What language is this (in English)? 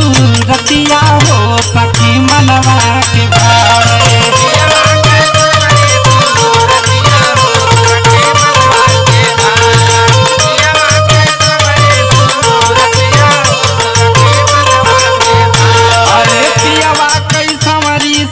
Bhojpuri